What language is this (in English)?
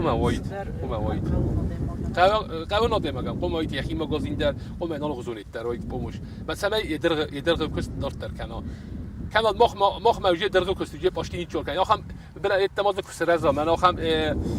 Ossetic